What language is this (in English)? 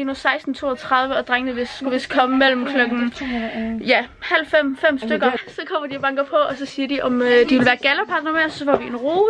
Danish